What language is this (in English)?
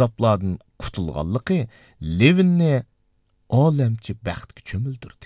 Uyghur